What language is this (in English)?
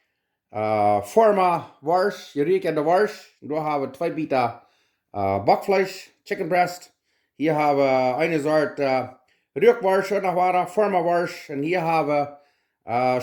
Plautdietsch